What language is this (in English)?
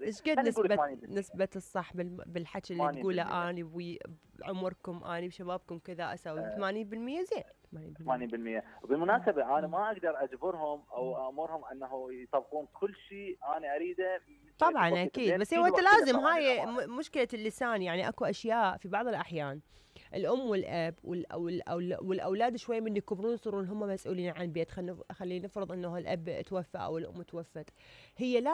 Mesopotamian Arabic